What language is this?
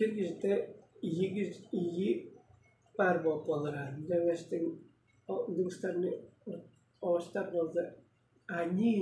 Tuvinian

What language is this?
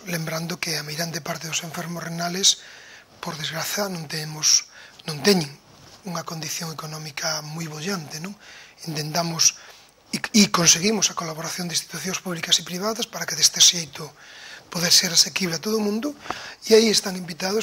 Galician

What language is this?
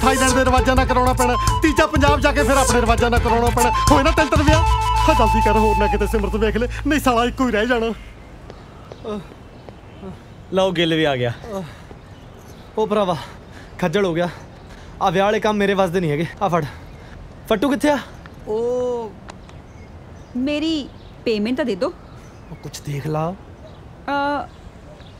Punjabi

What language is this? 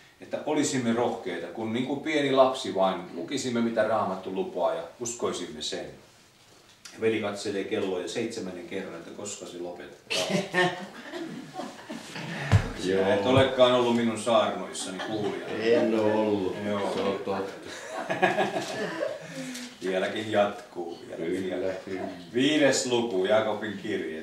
Finnish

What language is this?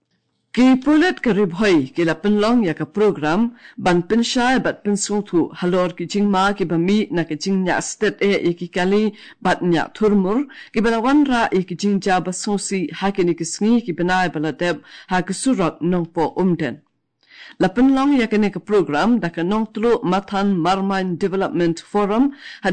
Khasi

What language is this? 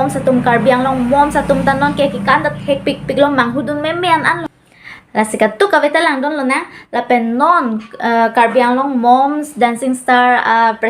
Karbi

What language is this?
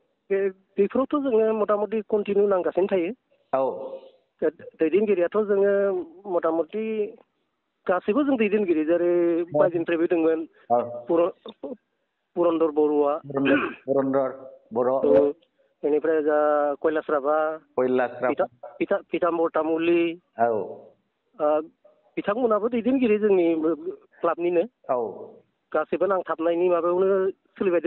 Bodo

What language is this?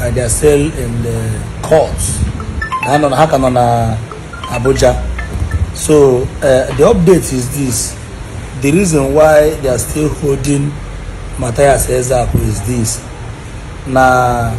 Igbo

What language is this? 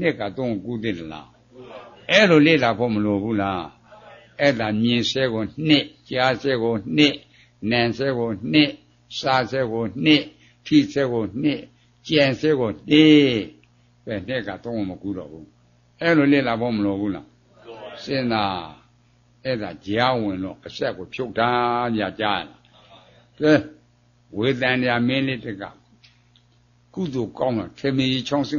Burmese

